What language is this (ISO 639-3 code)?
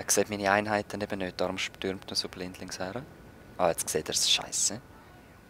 gsw